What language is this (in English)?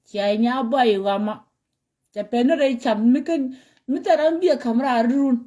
Nuer